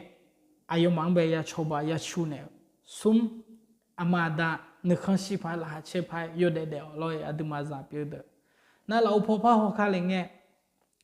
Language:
Akha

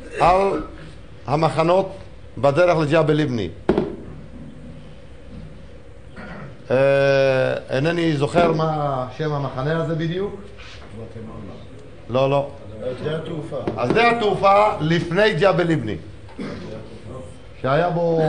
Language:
Hebrew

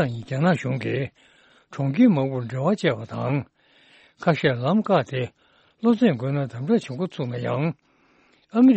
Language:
Tibetan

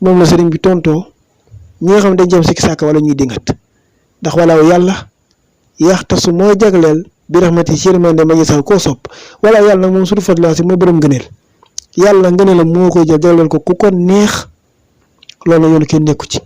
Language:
Wolof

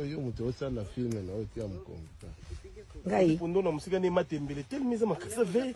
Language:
Lingala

